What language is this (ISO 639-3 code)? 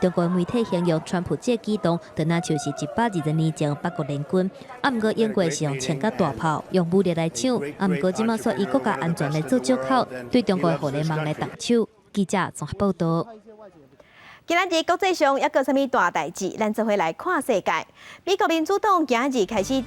nan